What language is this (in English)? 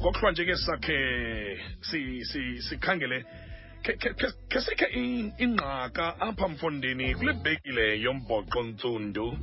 Xhosa